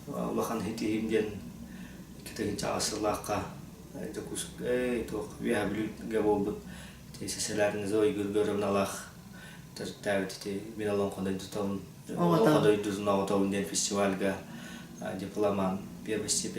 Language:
Yakut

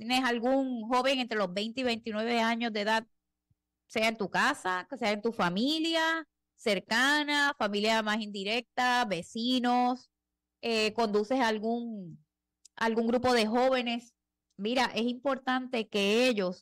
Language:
Spanish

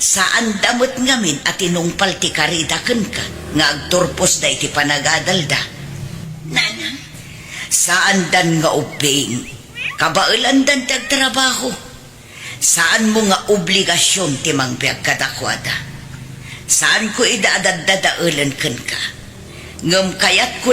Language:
Iloko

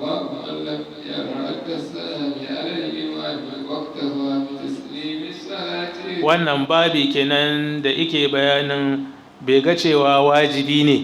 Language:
Hausa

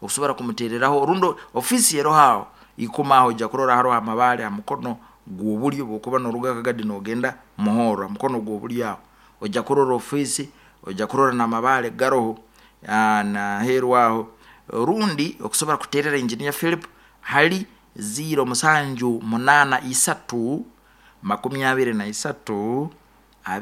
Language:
Nyoro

